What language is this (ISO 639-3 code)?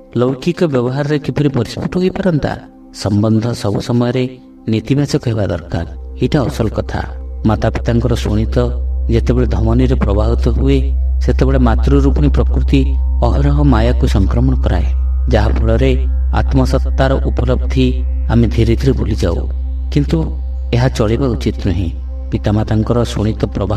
ori